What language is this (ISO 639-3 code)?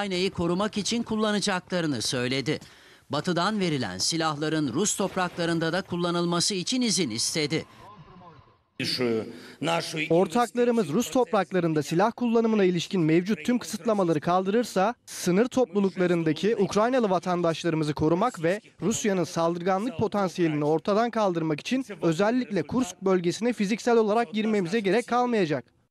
tur